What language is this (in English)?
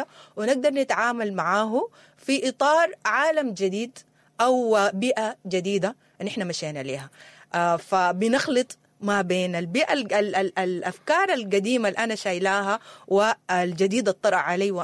Sudanese Arabic